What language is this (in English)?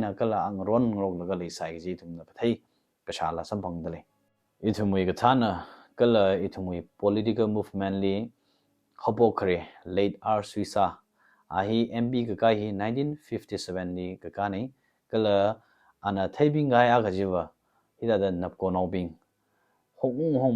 Tangkhul Naga (India)